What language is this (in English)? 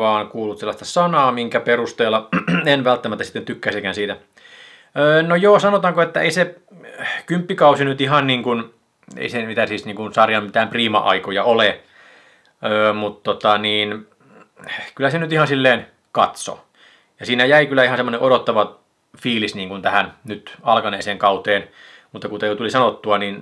Finnish